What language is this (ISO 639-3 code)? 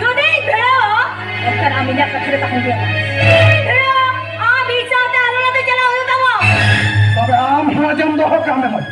sat